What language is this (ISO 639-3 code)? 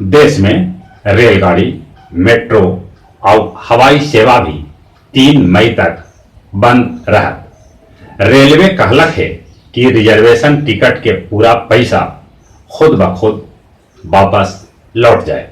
mag